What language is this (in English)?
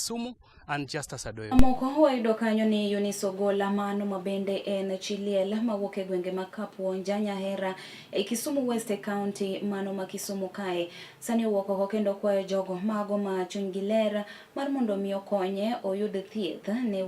Luo (Kenya and Tanzania)